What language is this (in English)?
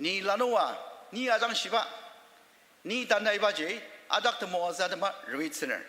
Ao Naga